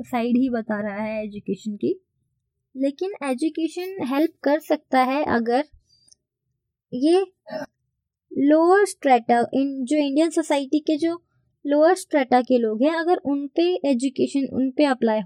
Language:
Hindi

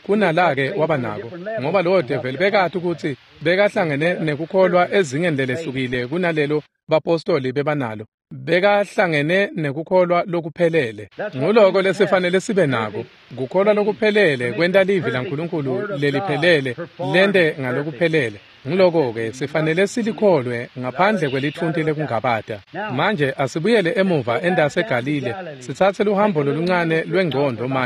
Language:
Swati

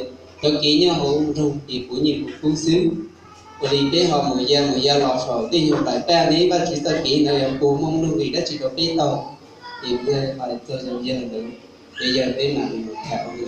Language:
Hmong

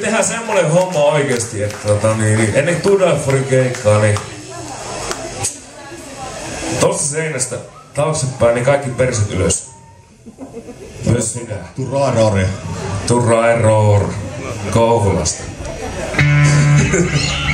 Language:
Finnish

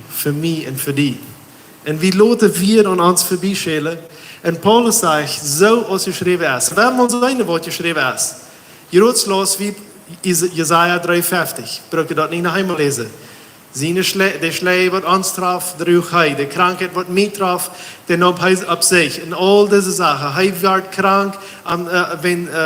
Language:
Plautdietsch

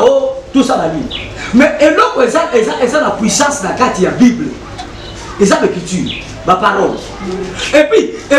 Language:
Lingala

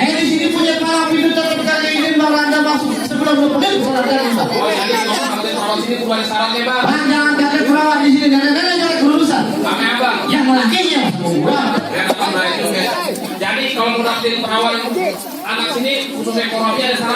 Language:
Betawi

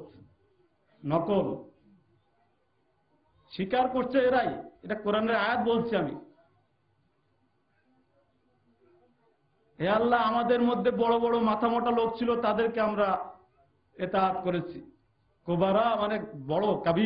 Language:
Bangla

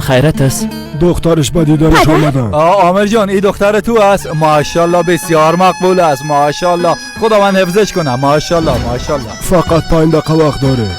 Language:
Persian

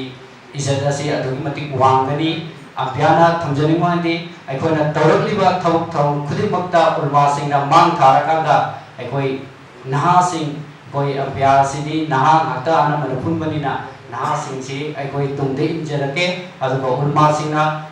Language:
Manipuri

